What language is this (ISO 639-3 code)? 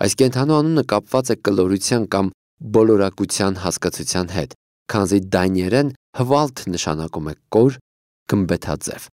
hye